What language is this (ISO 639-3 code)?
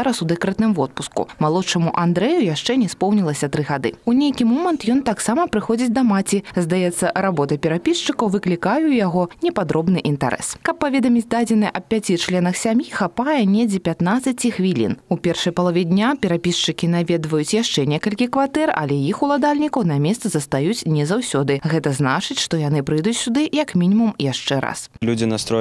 bel